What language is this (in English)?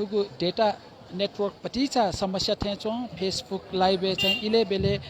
Newari